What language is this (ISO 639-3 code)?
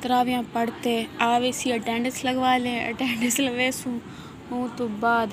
skr